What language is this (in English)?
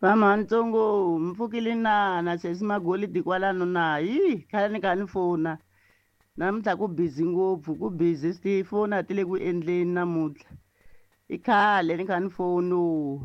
Tsonga